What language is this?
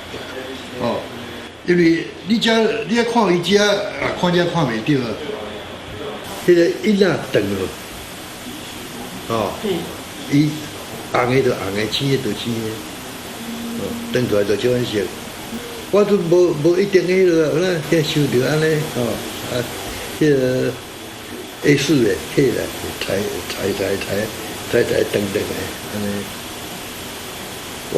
Min Nan Chinese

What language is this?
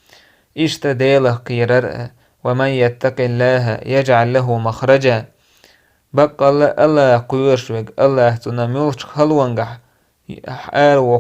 Chechen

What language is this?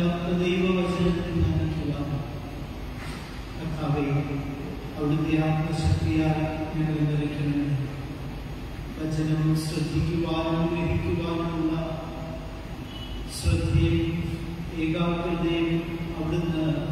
Malayalam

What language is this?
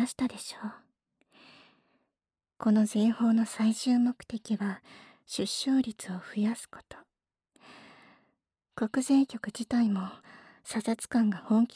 Japanese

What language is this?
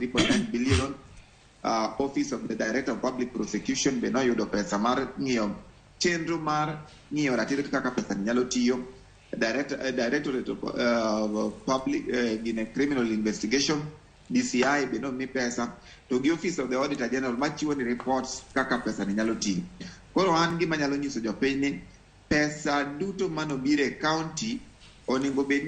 Luo (Kenya and Tanzania)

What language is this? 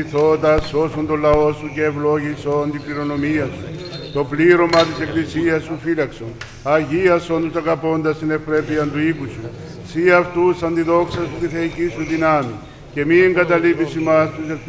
Greek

